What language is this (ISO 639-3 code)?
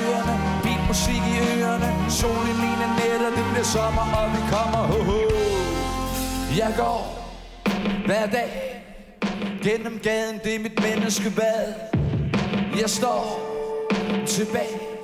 dan